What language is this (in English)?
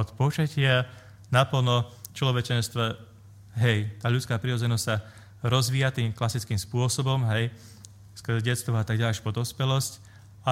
Slovak